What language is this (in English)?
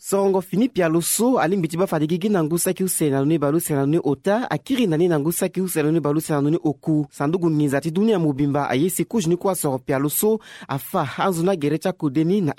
Sango